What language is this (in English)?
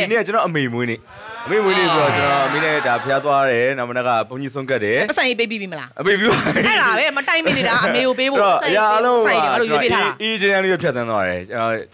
Burmese